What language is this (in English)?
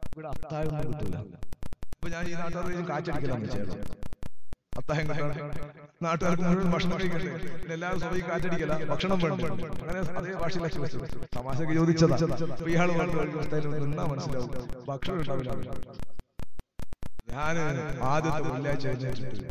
Malayalam